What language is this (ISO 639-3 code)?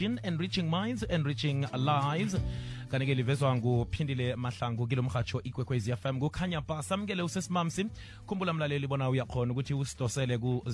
nbl